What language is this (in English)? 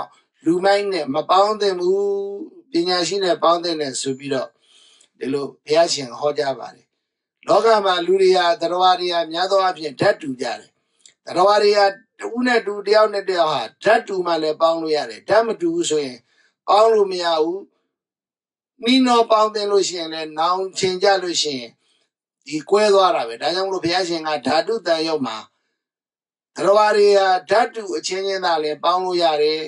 Burmese